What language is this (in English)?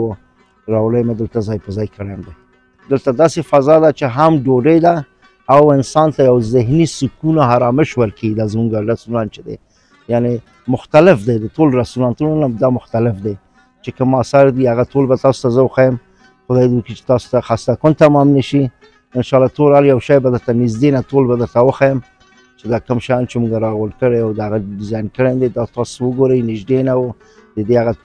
Pashto